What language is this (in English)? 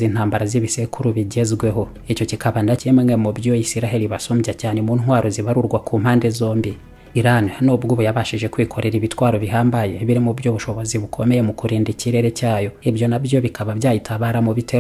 Kinyarwanda